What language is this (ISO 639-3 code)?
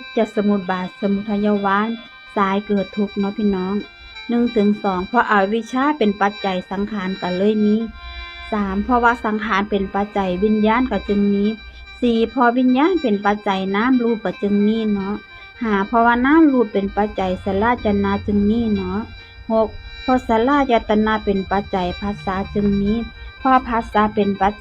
tts